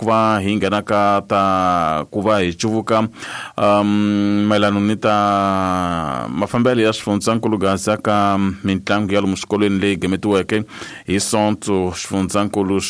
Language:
Tsonga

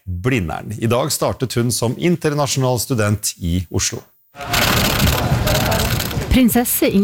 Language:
Norwegian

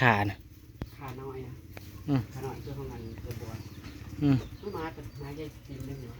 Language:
Northeastern Thai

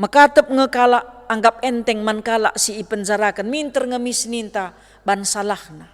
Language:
Batak Karo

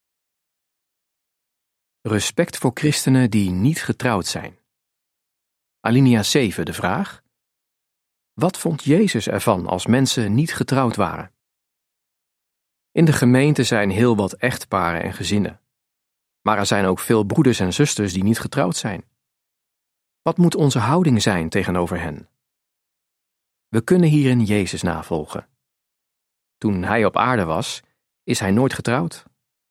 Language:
Dutch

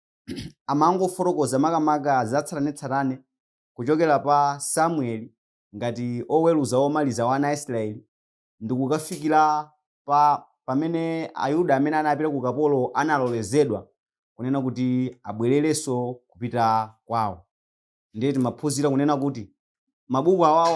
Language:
Nyanja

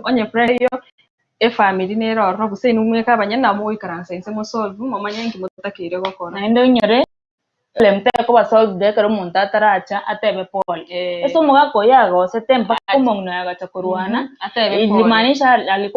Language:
Gusii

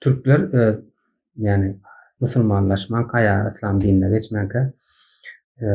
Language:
Turkmen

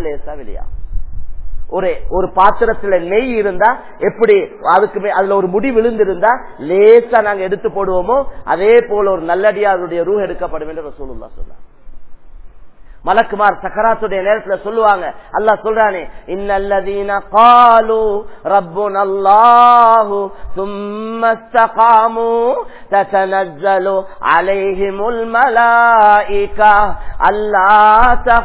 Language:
Tamil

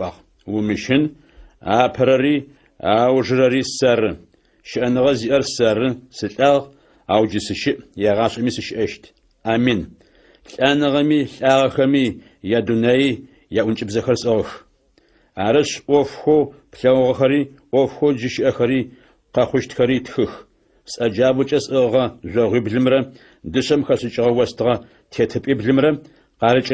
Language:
Adyghe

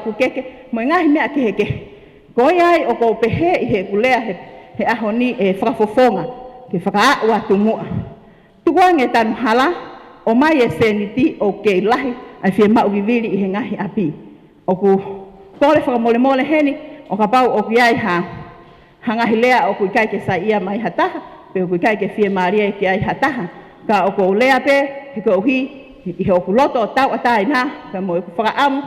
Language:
Tongan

